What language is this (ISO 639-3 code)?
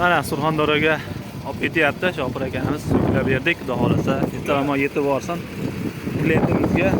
uzb